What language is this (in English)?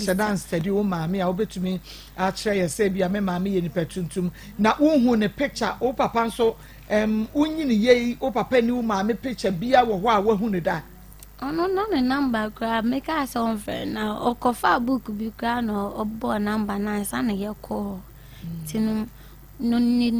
Akan